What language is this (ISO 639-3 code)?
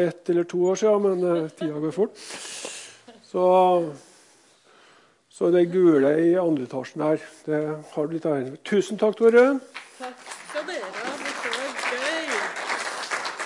nor